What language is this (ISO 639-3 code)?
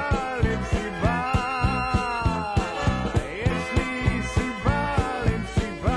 heb